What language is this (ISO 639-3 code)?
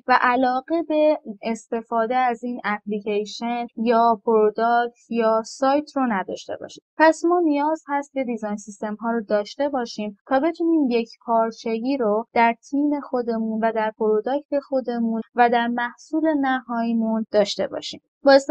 fas